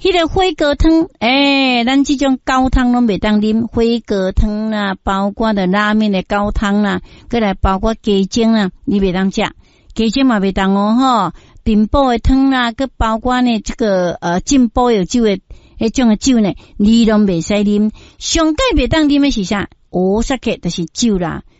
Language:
Min Nan Chinese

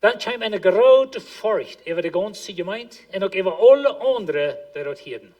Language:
Plautdietsch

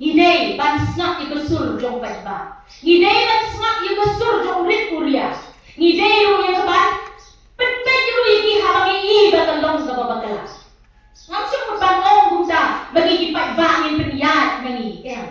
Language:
Khasi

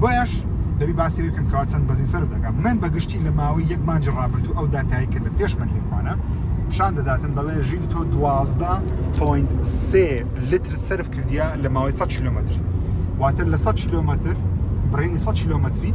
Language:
Central Kurdish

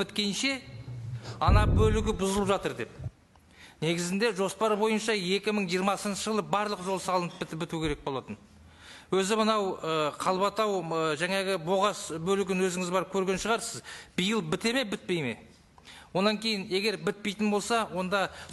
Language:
Kazakh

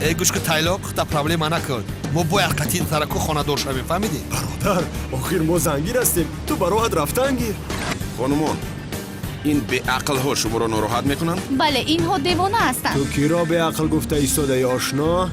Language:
Tajik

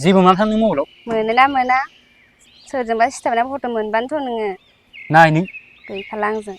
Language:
Bodo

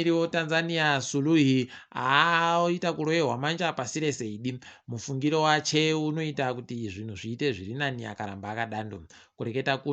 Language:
Ndau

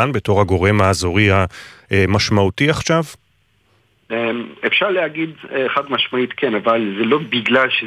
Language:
Hebrew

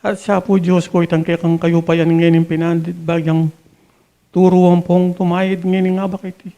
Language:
Pampanga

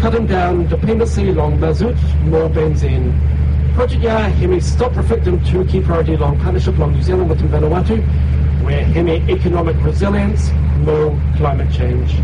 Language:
Bislama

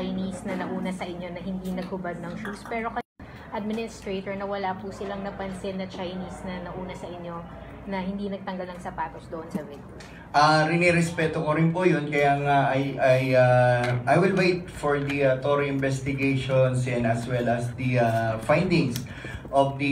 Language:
Filipino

